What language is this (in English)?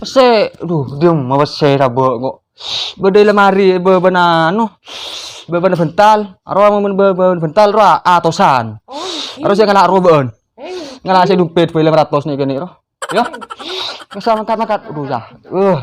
Madurese